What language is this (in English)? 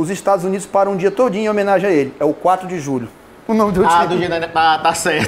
Portuguese